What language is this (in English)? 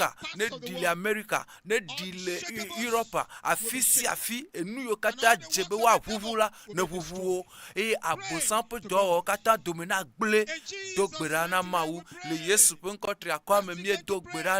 Ewe